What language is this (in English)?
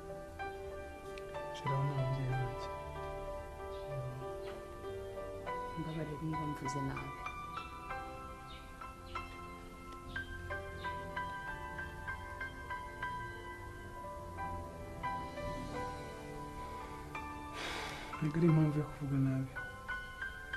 Kinyarwanda